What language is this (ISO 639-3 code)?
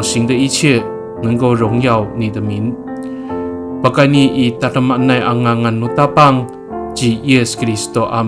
ami